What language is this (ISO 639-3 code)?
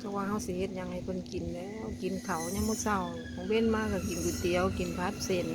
tts